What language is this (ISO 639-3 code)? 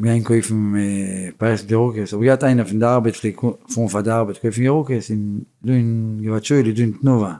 yid